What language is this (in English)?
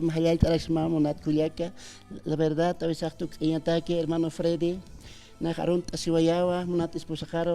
Aymara